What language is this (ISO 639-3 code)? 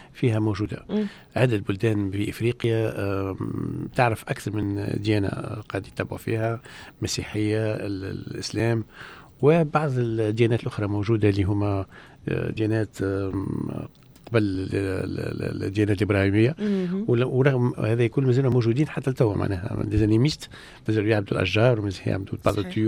aeb